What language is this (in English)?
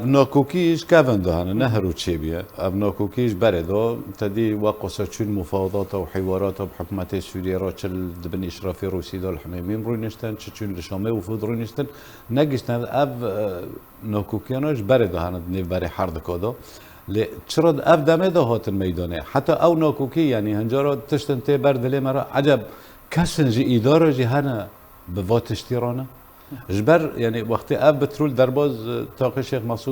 Kurdish